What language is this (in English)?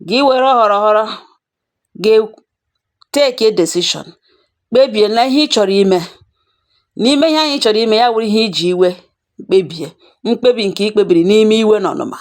Igbo